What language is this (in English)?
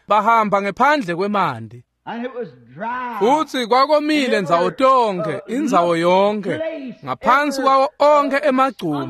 Swati